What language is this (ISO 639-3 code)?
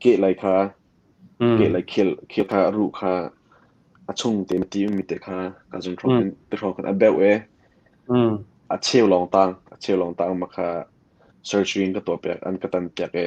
cnh